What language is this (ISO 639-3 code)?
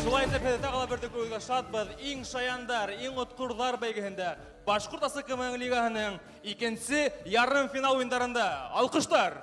bak